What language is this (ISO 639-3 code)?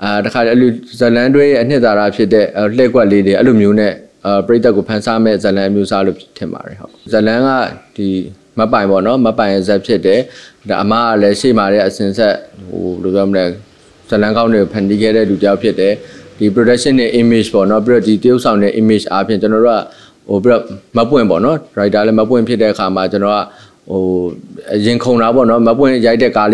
mya